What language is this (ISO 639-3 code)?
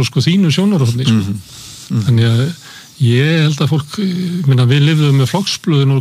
isl